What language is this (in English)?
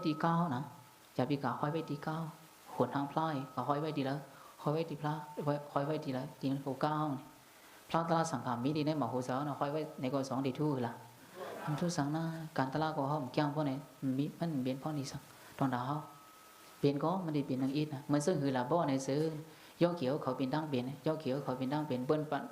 Shan